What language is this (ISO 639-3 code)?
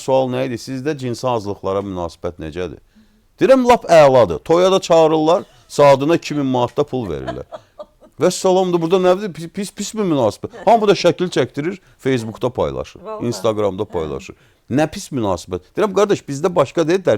aze